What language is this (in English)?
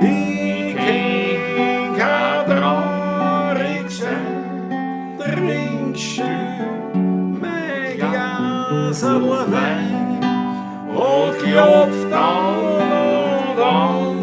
Bavarian